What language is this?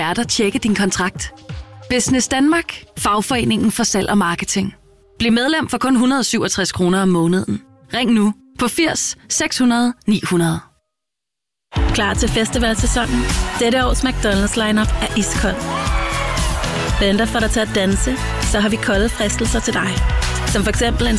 Danish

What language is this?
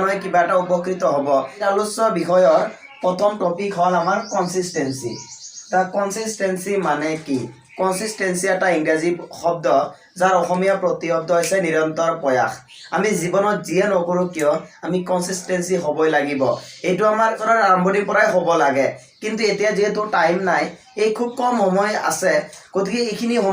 Assamese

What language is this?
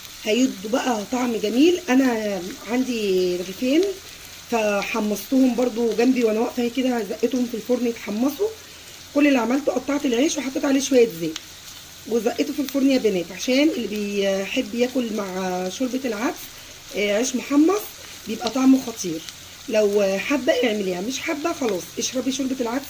Egyptian Arabic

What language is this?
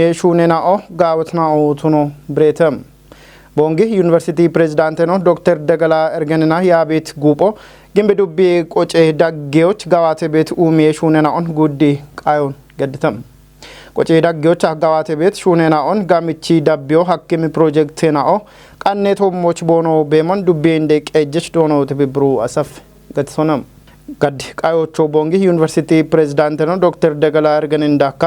Kafa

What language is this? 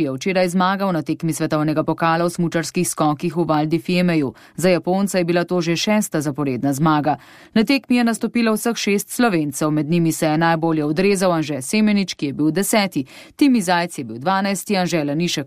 Slovenian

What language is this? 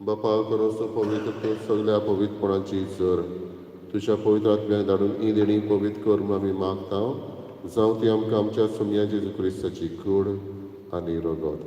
Konkani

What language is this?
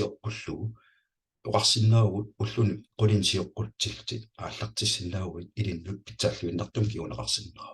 Kalaallisut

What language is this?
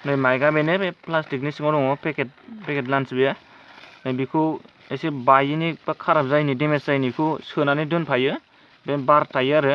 Bodo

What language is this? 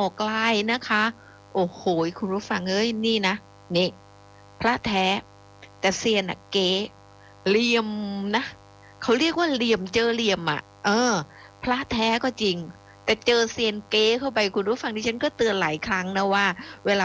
Thai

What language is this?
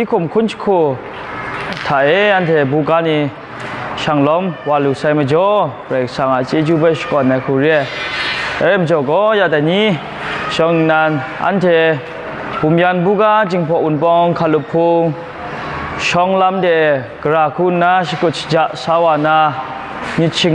Kachin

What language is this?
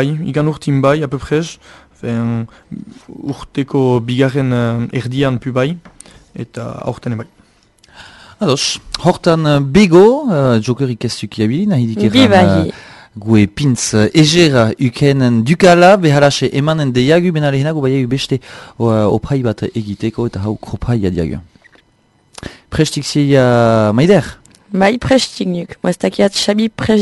Basque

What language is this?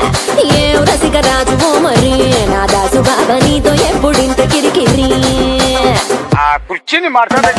Telugu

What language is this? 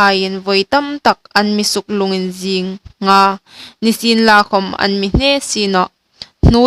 Hmar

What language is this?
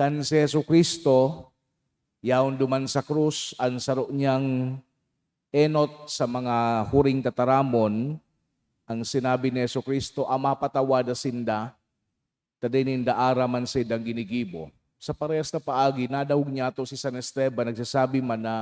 Bikol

